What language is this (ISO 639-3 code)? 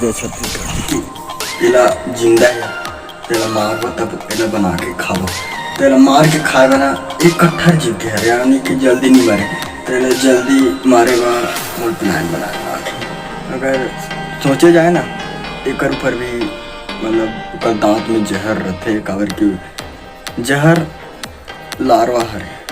hne